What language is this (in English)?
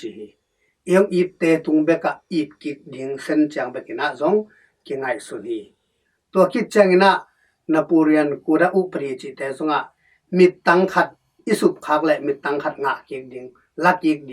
Tedim Chin